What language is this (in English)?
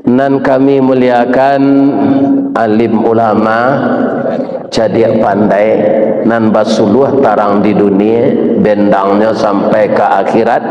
Minangkabau